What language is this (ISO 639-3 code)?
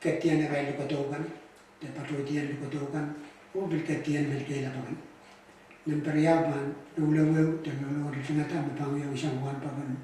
pon